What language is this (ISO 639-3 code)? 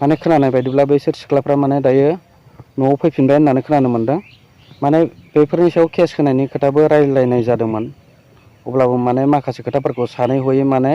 brx